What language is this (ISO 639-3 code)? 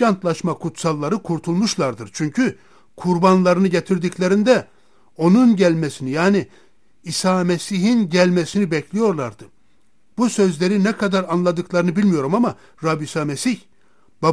tur